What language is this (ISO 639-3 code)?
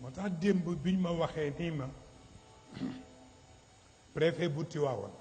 wol